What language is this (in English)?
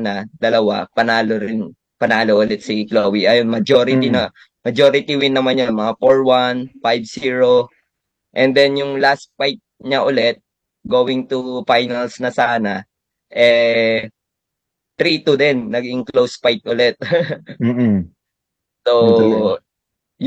Filipino